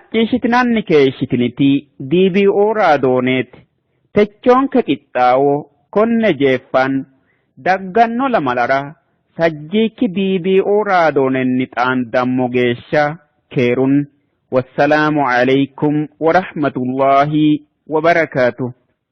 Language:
Sidamo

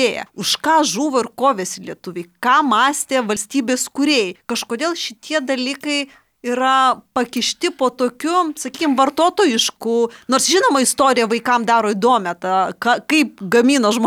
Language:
Lithuanian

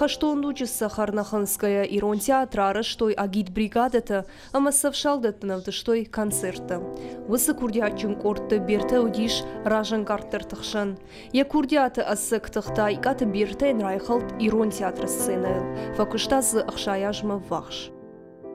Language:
Ossetic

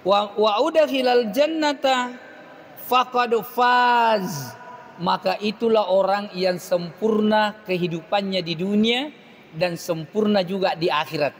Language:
Buginese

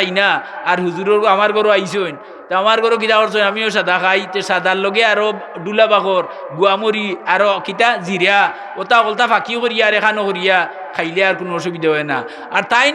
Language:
Sylheti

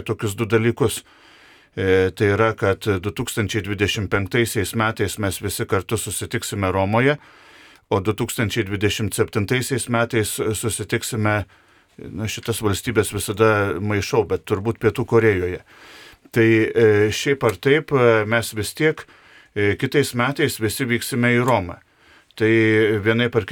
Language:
Lithuanian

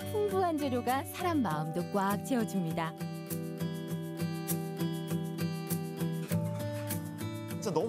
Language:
Korean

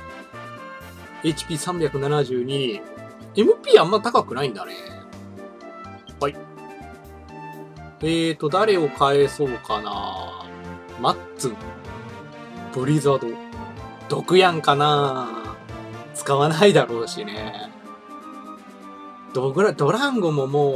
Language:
Japanese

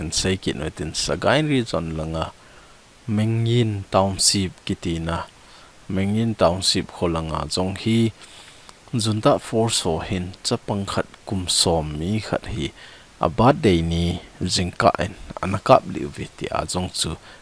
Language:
Thado Chin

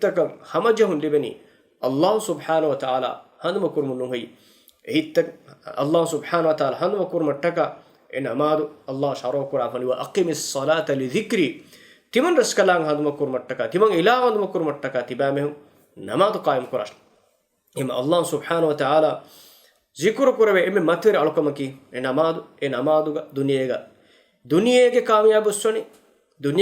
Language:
Divehi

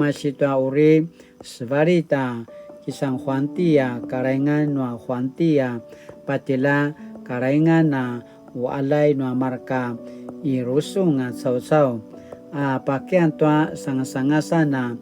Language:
Paiwan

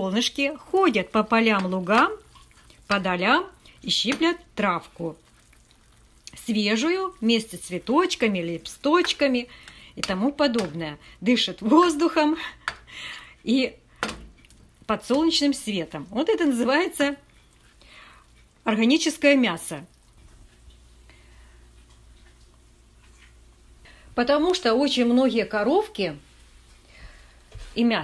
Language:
Russian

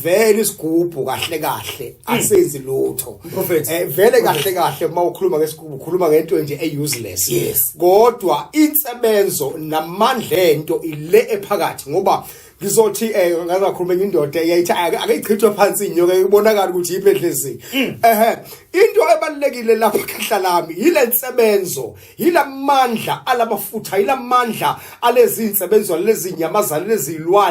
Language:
Zulu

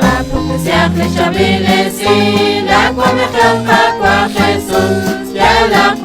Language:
Kekchí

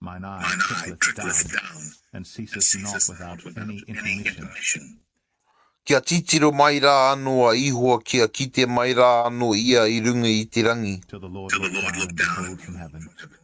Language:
Māori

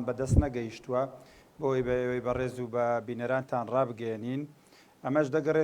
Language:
Central Kurdish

